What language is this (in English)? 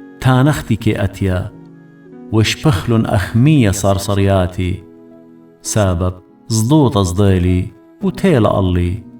Assyrian Neo-Aramaic